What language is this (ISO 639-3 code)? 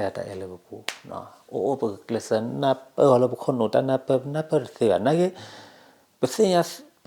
ksw